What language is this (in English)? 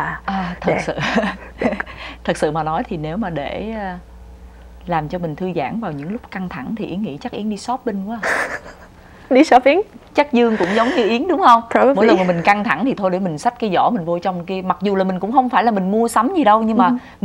Vietnamese